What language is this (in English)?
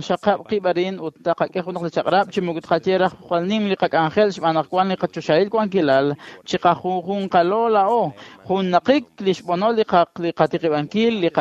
Kekchí